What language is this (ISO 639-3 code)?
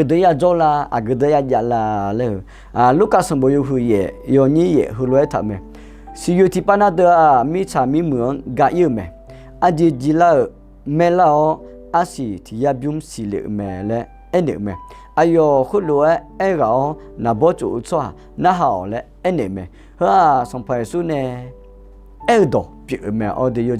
ahk